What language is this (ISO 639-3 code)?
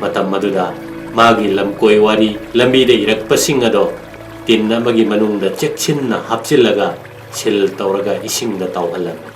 mni